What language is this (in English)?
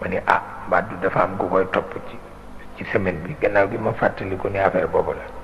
Wolof